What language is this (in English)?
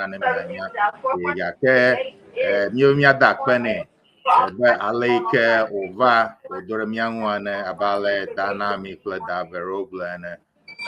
Ewe